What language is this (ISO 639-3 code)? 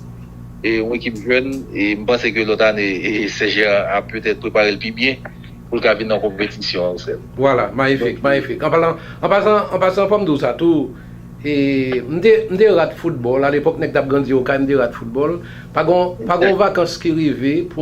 hat